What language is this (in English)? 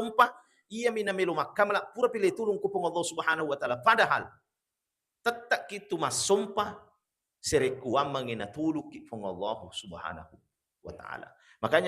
Buginese